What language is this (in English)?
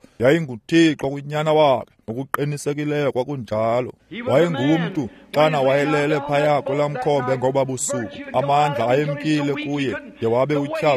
Xhosa